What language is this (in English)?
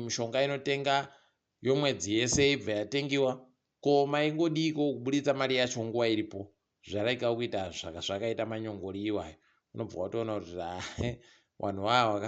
Ndau